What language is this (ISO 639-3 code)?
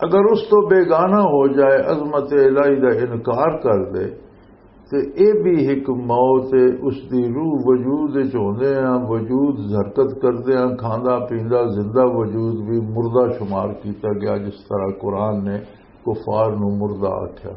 lah